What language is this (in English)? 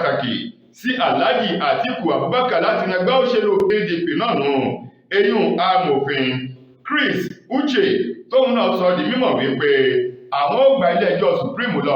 Yoruba